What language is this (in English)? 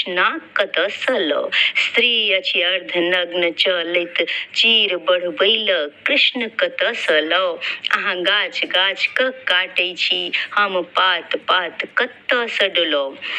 Maithili